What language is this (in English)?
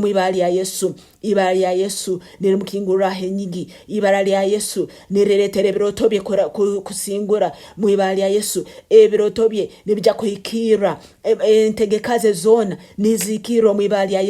Nyankole